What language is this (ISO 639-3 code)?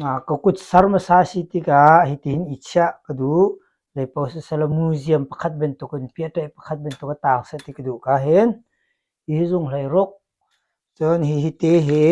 cnh